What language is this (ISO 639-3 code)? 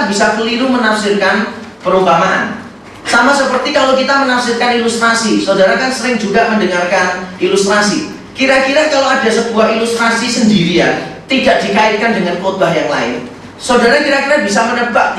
ind